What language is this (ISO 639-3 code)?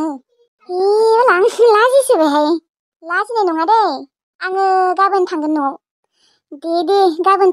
brx